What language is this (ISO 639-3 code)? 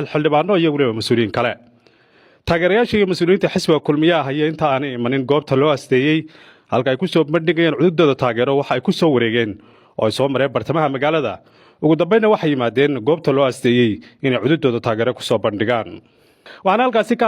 som